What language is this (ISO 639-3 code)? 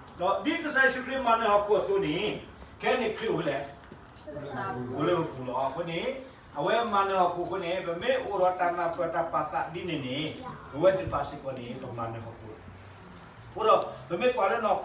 ksw